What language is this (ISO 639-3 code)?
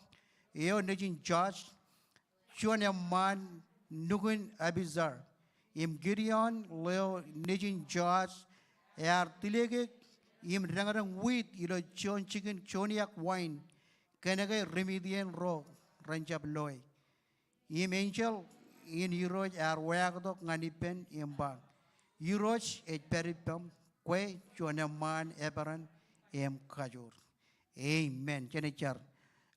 mah